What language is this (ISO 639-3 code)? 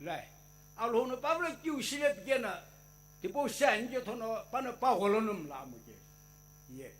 nsm